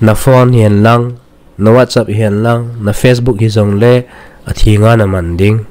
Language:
Thado Chin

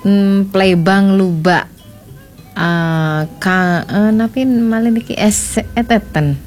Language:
Balinese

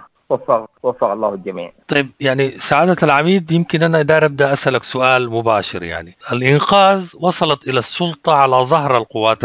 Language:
Sudanese Arabic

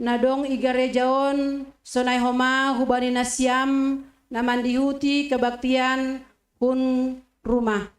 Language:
Batak Simalungun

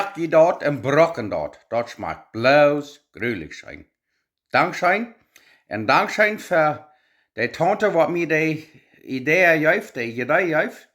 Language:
Plautdietsch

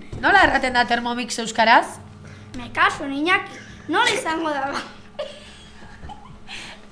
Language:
Basque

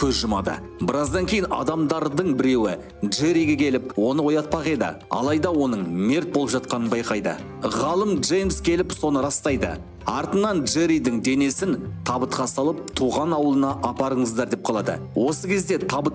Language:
Kazakh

